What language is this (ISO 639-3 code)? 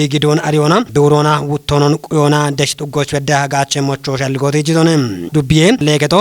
kbr